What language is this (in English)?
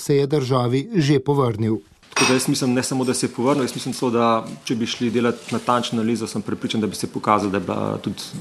Slovenian